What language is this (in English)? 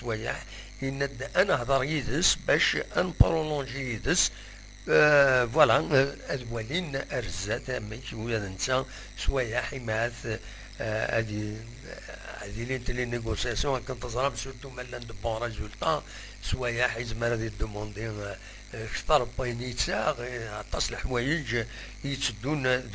Kabyle